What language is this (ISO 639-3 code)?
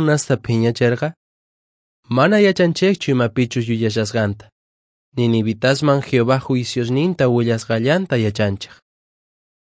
que